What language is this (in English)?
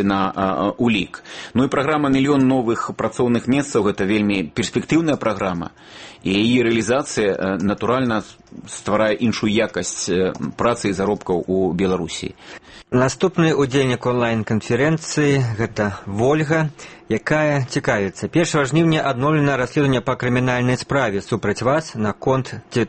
Belarusian